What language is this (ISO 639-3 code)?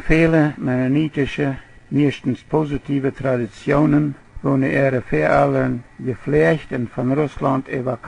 pdt